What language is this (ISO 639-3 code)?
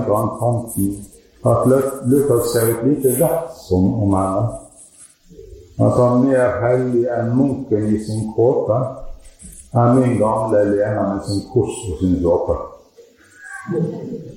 nor